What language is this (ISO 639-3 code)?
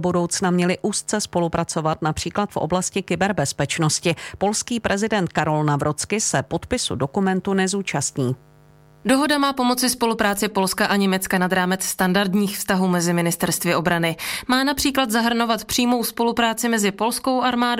ces